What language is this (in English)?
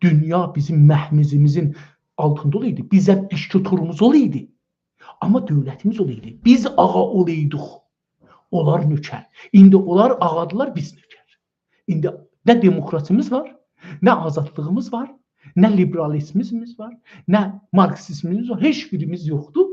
South Azerbaijani